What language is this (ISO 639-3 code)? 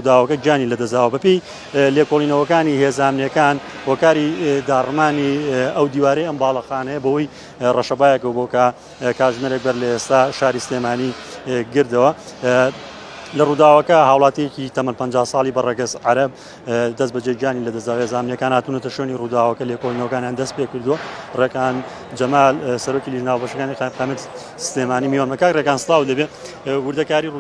ckb